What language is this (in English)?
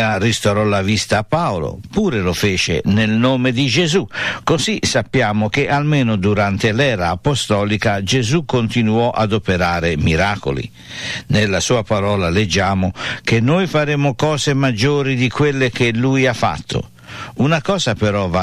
Italian